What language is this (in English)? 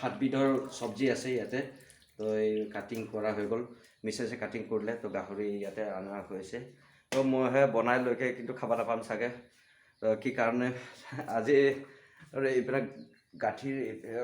Assamese